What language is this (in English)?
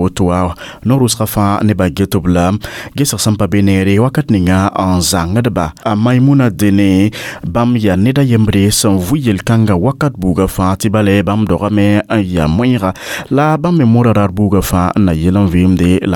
Mossi